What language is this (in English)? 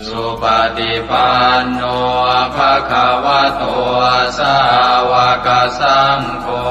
Pali